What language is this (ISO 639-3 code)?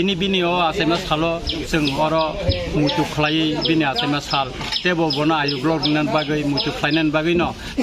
trp